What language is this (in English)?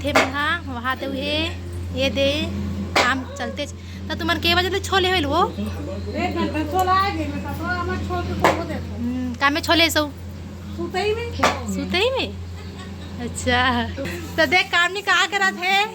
Chhattisgarhi